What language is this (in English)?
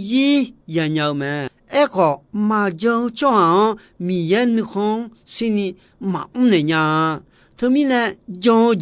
Akha